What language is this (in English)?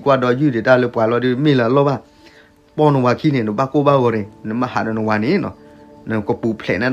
S'gaw Karen